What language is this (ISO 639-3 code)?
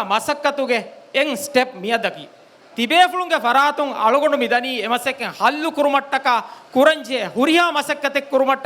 div